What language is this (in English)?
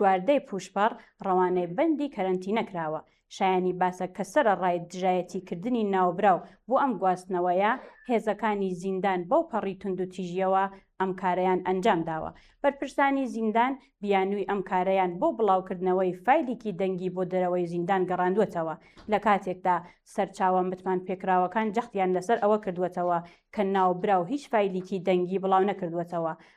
Central Kurdish